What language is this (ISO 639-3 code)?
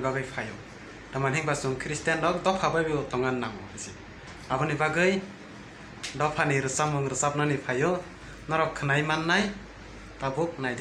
trp